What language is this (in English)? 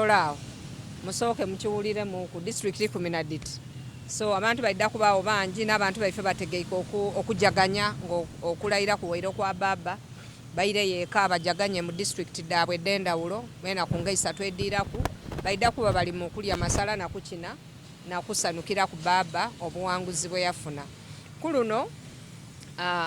Soga